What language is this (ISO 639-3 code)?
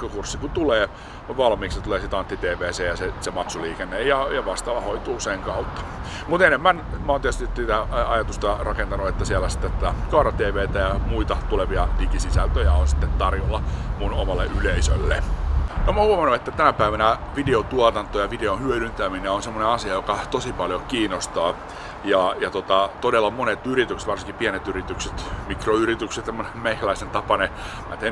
fin